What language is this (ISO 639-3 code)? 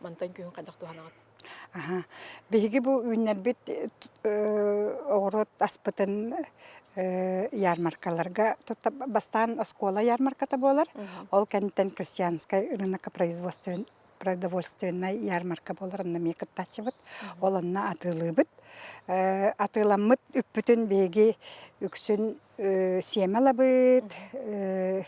sah